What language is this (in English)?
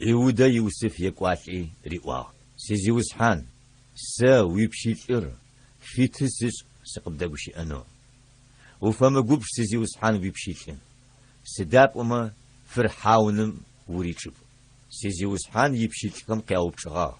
Adyghe